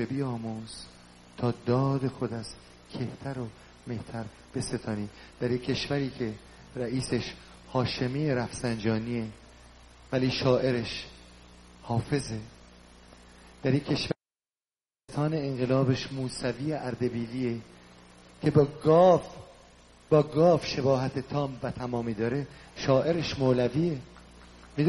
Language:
Persian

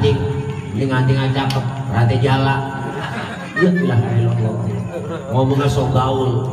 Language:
Betawi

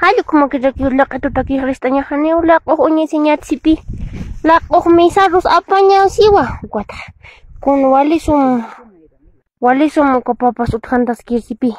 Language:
Aymara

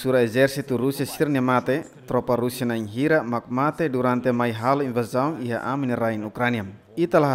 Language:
Tetum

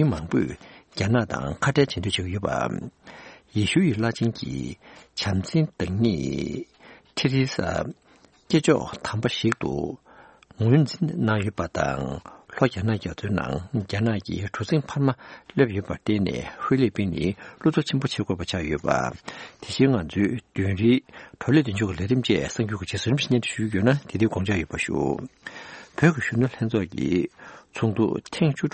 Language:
Tibetan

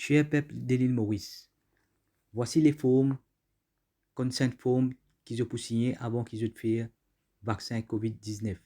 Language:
Morisyen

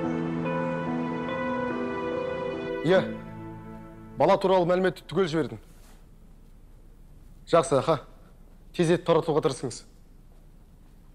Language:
Kazakh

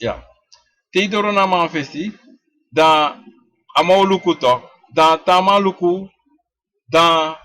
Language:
Sranan Tongo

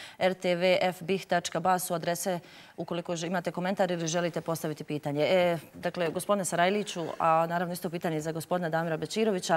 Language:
Bosnian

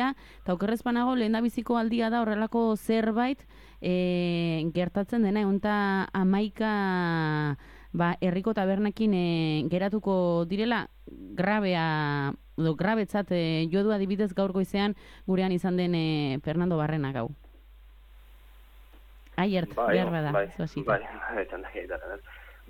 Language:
Basque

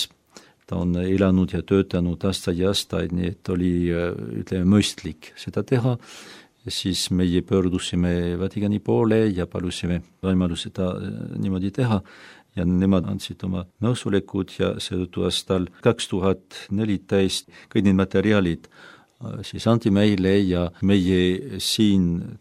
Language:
Estonian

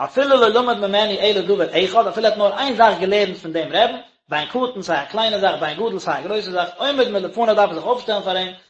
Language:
Yiddish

